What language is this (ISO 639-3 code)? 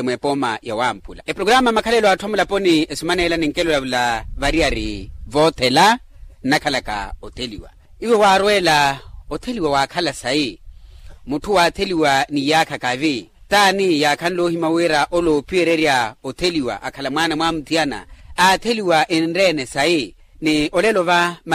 vmw